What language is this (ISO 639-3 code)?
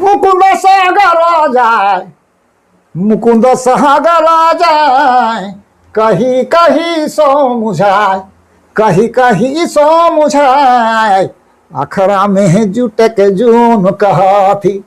sck